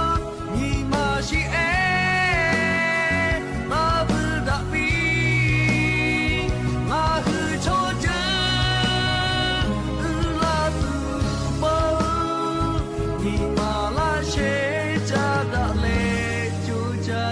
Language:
Lahu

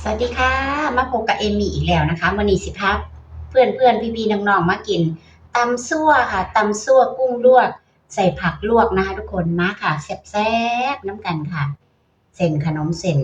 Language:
Northeastern Thai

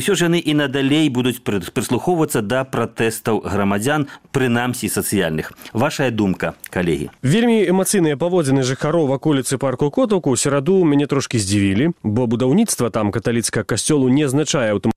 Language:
Belarusian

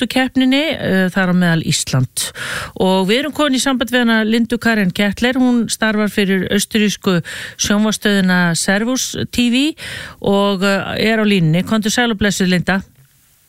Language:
Icelandic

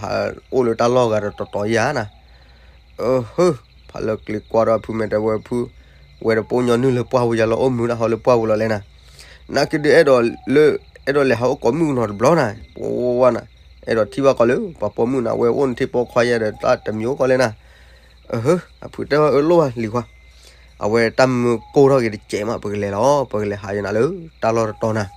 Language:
S'gaw Karen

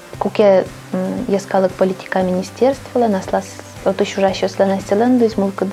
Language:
Udmurt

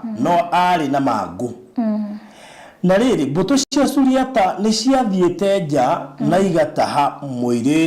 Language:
Kikuyu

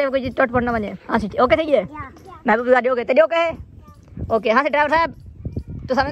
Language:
Saraiki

